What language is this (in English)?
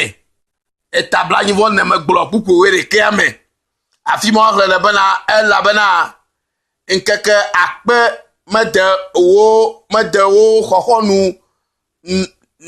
Ewe